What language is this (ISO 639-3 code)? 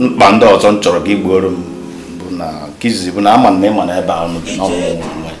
ibo